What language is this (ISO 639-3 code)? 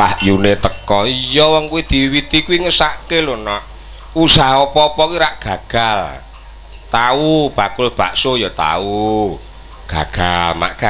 jav